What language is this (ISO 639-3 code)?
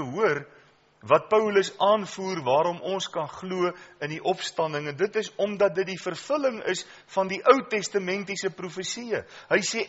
afr